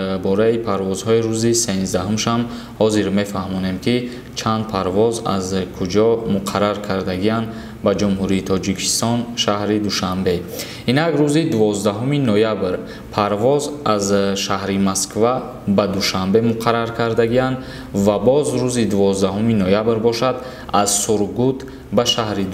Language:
Tajik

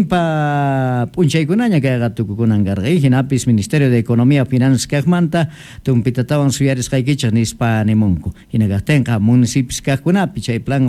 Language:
Quechua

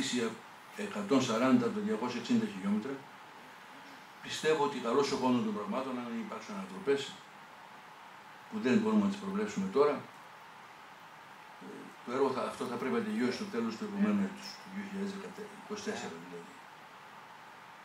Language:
Greek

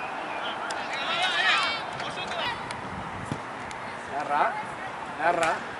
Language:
Basque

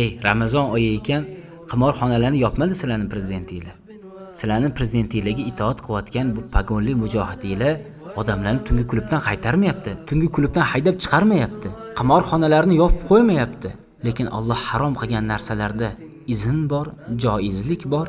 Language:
Uzbek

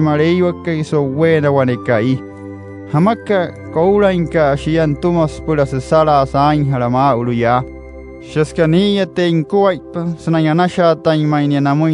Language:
Wayuu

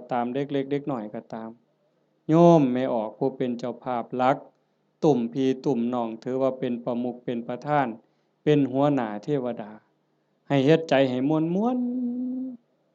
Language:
Northeastern Thai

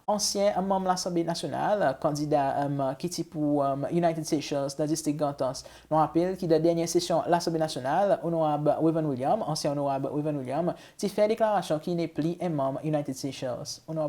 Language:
Seselwa Creole French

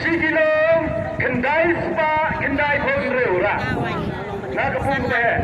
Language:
Khasi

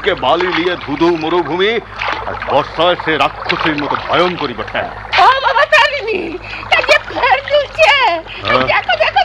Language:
Bangla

